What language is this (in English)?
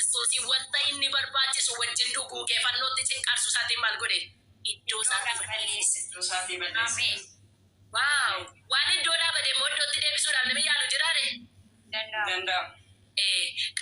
Oromo